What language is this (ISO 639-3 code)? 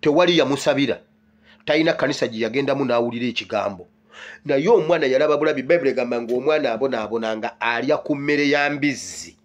lug